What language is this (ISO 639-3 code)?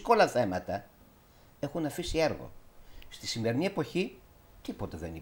ell